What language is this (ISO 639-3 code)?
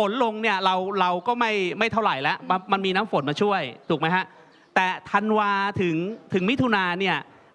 tha